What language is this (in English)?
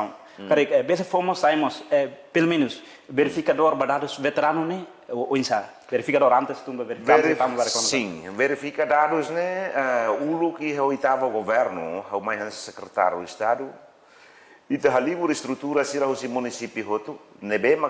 Tetum